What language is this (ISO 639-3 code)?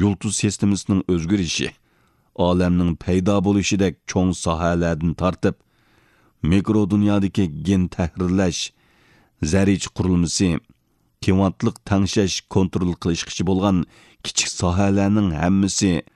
uig